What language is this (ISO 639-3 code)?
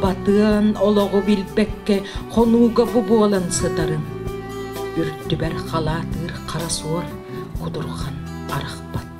sah